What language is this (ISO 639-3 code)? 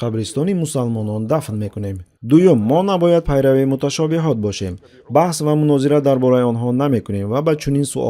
tgk